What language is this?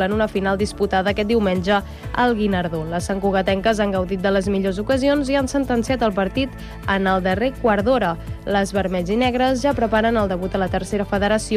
Catalan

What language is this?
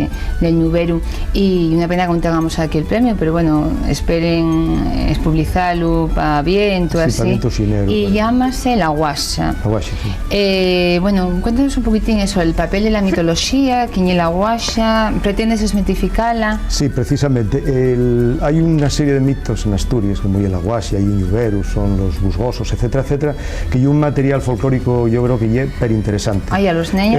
Asturian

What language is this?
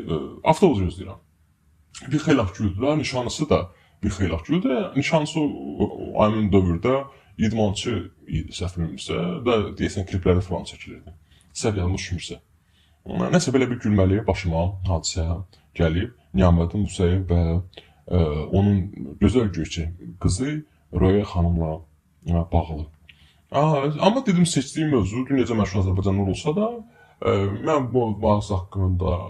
Azerbaijani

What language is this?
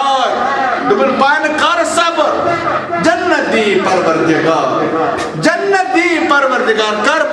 Kashmiri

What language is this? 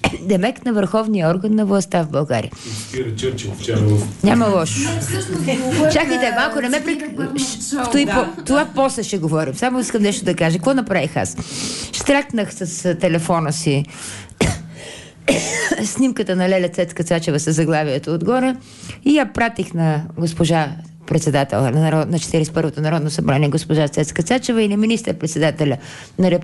Bulgarian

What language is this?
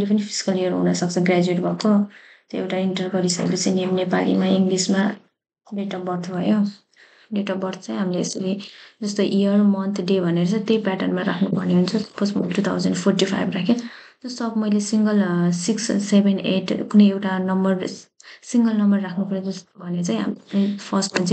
Nepali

